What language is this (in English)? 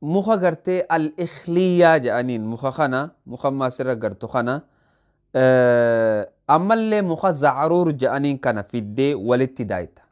Oromo